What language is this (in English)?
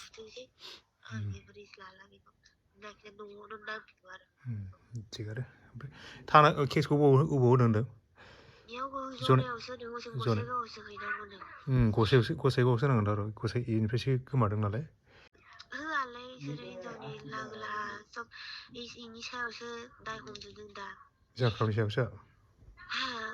Bodo